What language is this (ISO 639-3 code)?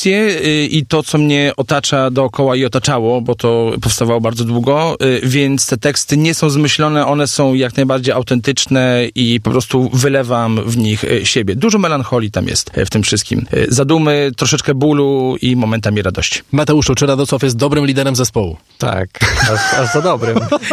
pol